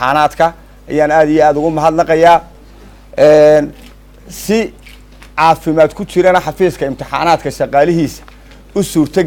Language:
Somali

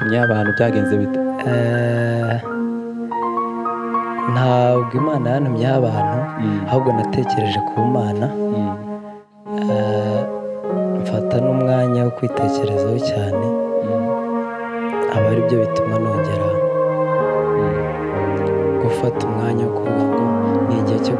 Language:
Kinyarwanda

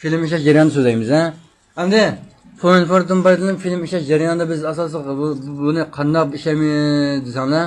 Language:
Uyghur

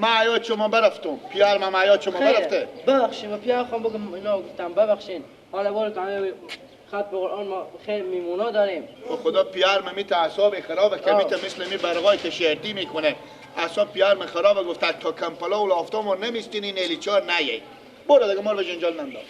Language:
Persian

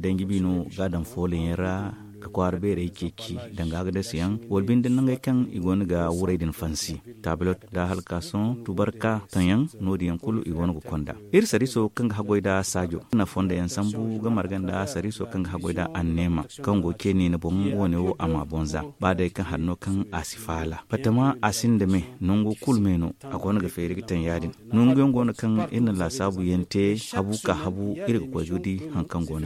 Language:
Zarma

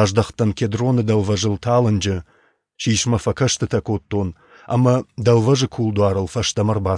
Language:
Ossetic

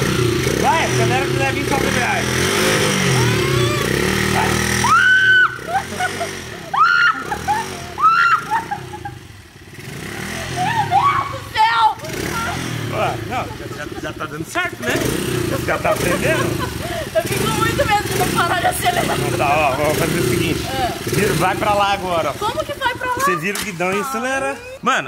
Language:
Portuguese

